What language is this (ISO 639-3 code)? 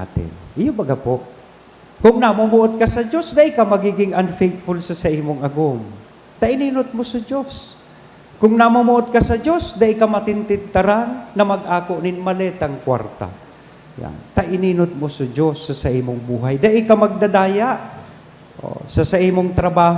bik